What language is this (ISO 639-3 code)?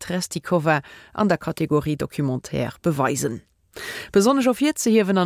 ltz